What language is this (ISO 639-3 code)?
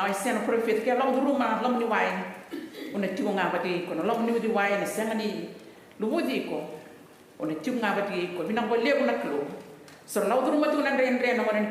fij